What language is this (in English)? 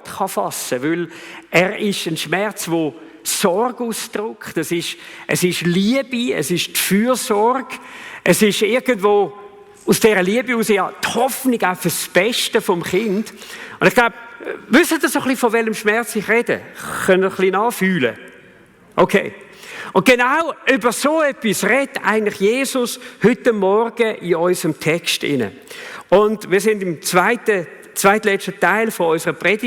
Swiss German